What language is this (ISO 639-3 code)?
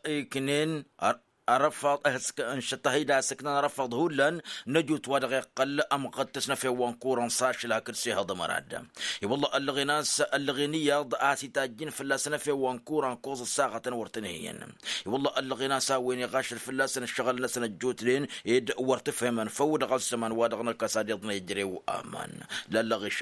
taq